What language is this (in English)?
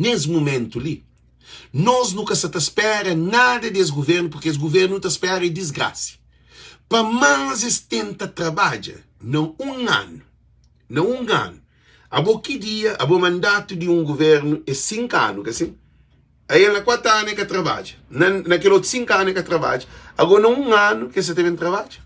Kabuverdianu